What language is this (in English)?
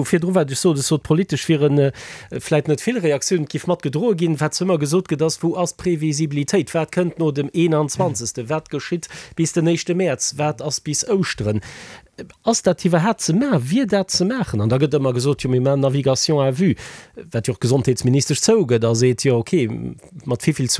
Luxembourgish